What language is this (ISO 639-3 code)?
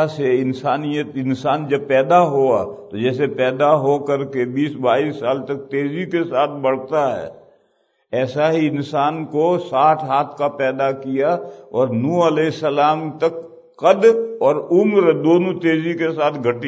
urd